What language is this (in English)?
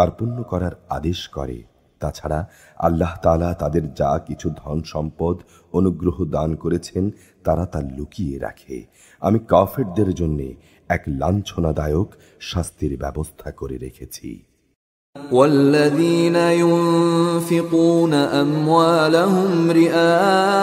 Bangla